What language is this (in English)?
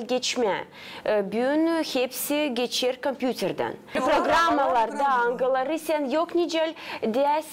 Gagauz